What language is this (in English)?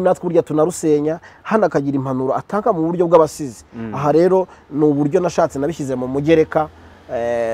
Kinyarwanda